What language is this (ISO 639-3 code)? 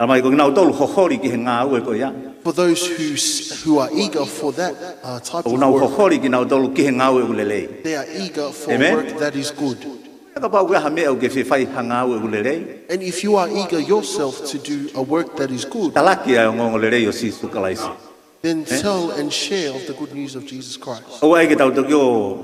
ton